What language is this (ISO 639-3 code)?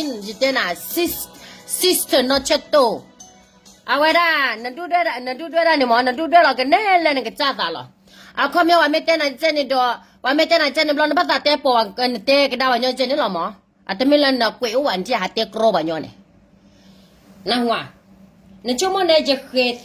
ksw